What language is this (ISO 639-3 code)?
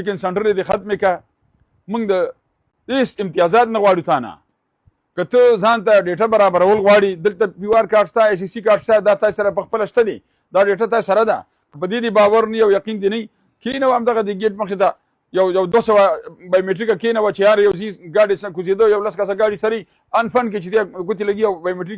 pus